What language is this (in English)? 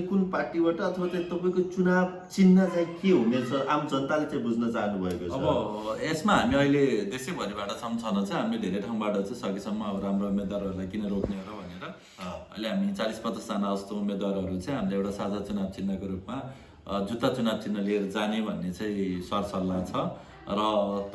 Nepali